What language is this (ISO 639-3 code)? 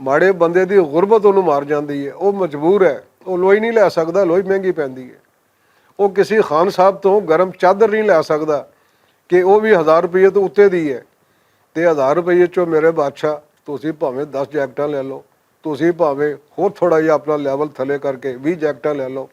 lah